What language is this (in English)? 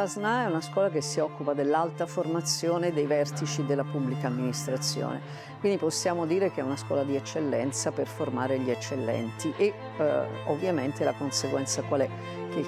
Italian